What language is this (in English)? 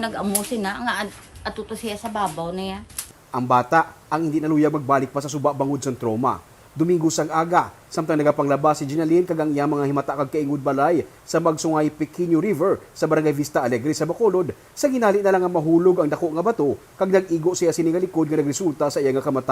Hiligaynon